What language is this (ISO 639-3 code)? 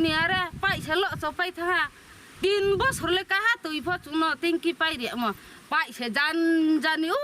ria